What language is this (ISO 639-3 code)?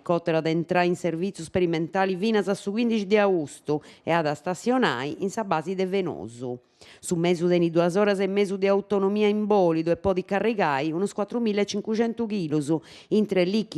srd